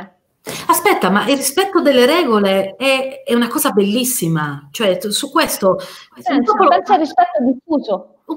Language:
Italian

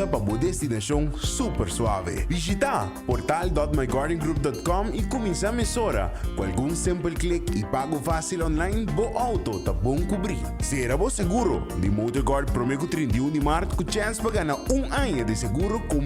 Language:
Papiamento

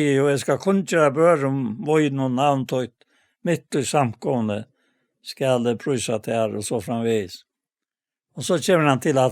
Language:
Faroese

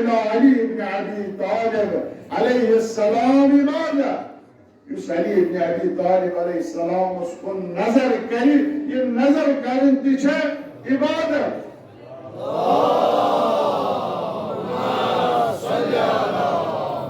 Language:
Kashmiri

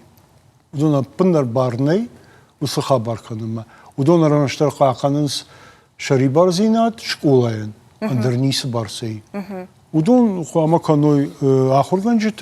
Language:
Ossetic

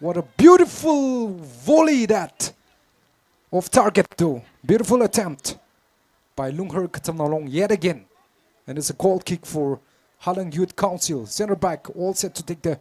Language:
Tangkhul Naga (India)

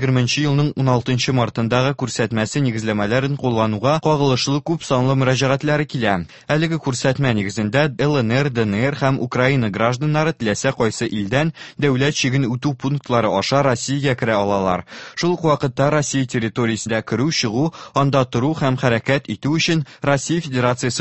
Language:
Tatar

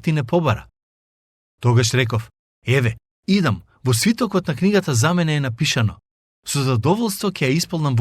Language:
Macedonian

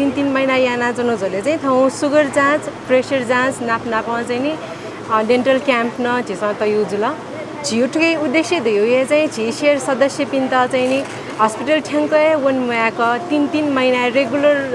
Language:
Newari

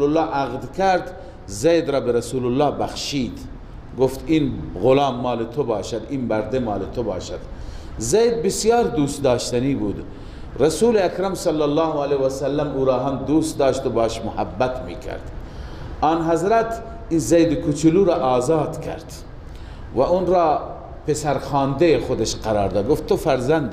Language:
Persian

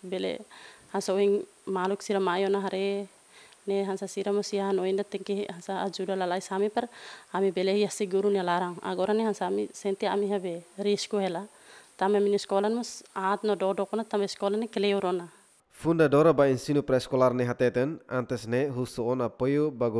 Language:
Tetum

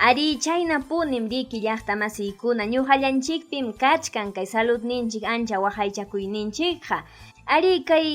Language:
Ayacucho Quechua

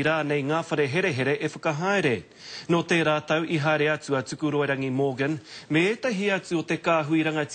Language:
Māori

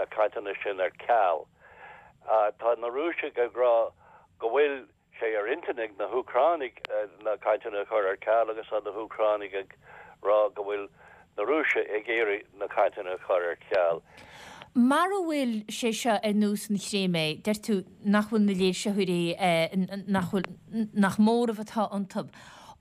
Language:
Irish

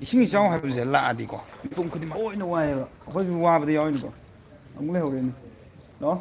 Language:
Manipuri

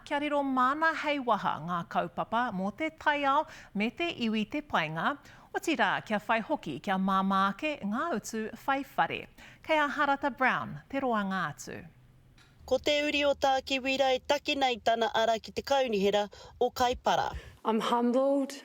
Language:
Māori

